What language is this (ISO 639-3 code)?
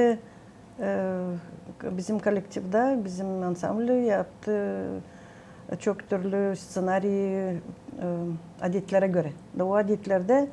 gag